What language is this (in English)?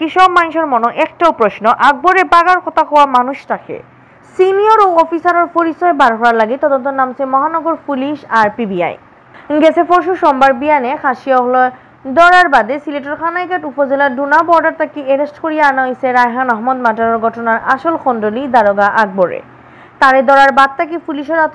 Sylheti